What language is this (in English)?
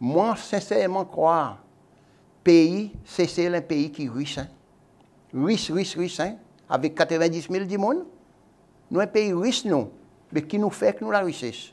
Seselwa Creole French